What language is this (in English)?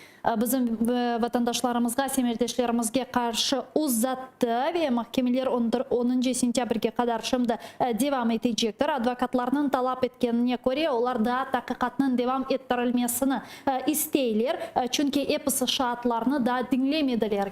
Crimean Tatar